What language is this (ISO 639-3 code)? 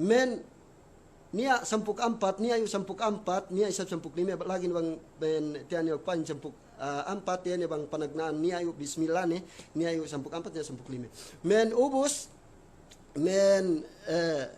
yka